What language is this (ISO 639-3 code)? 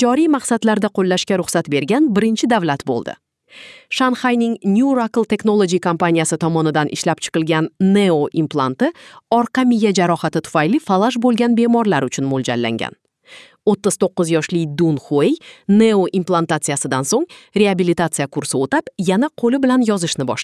uzb